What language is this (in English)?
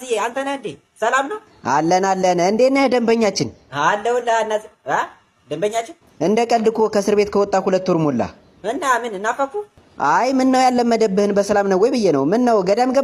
Amharic